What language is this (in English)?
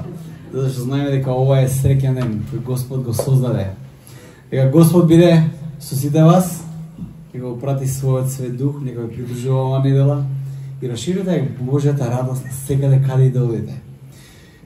Macedonian